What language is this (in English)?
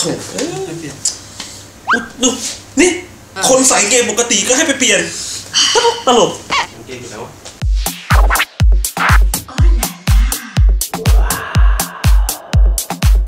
Thai